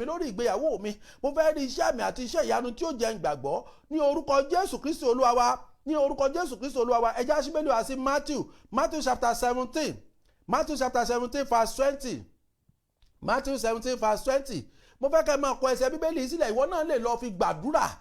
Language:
Yoruba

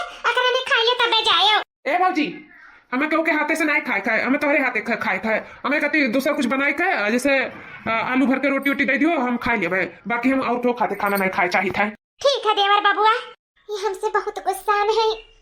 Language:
Awadhi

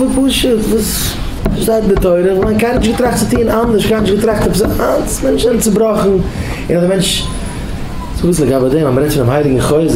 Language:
Yiddish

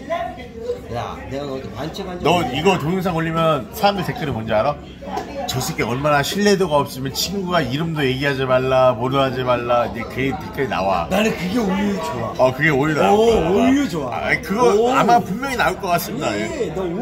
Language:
Korean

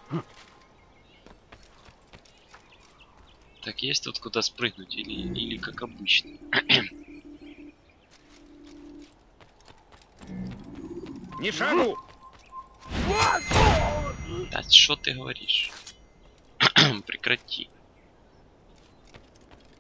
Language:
Russian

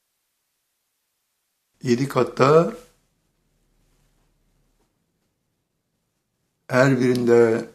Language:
Turkish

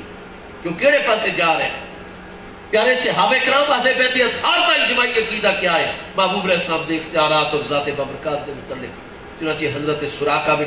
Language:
Saraiki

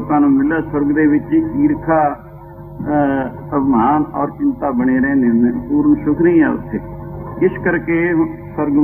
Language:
Punjabi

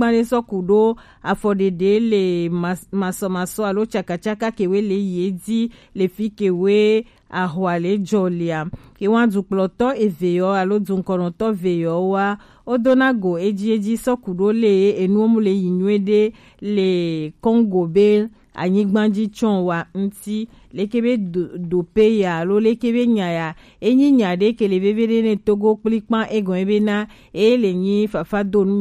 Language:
Gen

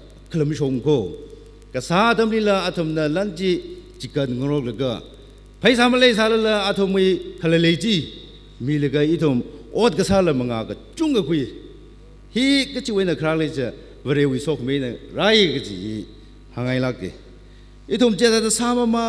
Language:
Tangkhul Naga (India)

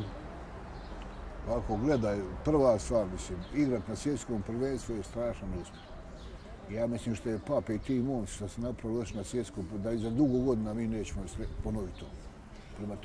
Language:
Bosnian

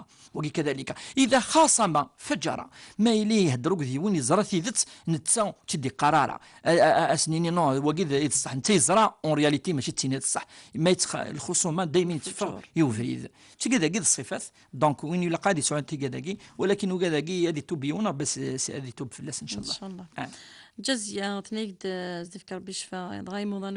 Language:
Kabyle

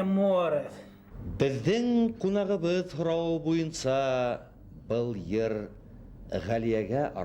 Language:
Bashkir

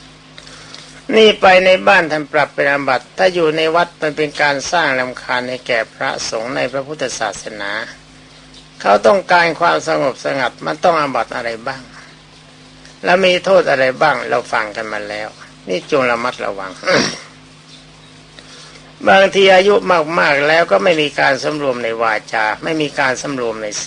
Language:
Thai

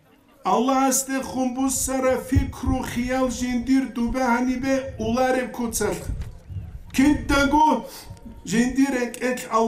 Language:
Avaric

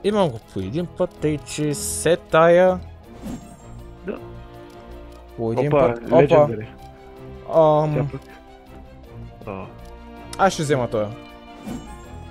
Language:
Bulgarian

